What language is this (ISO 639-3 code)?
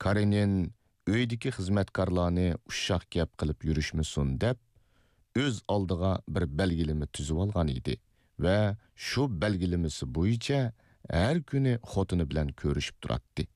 uig